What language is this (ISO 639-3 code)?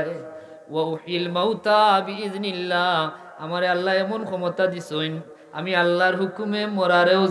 syl